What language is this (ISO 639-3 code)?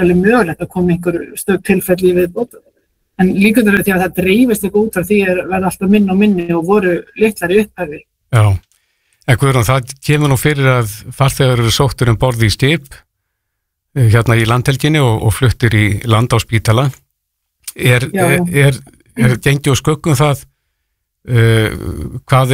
isl